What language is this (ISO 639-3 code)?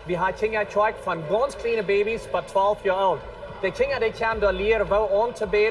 pdt